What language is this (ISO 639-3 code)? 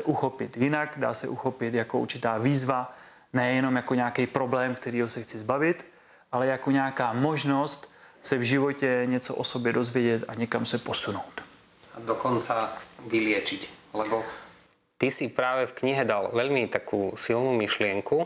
ces